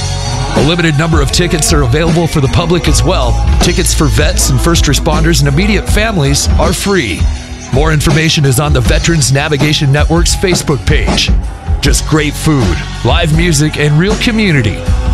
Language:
English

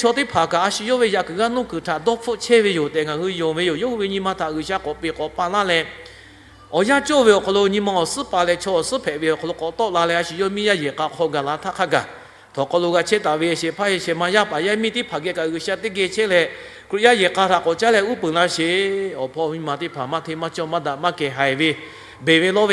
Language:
Lahu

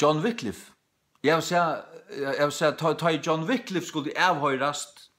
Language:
Faroese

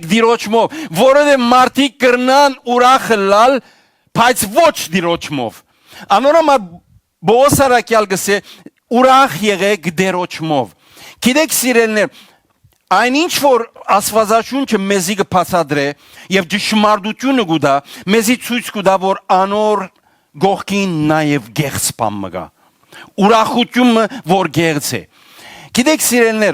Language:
Western Armenian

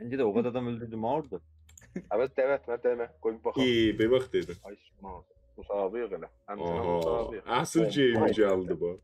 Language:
South Azerbaijani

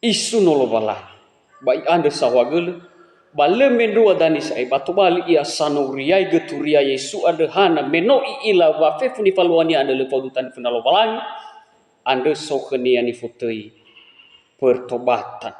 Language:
Nias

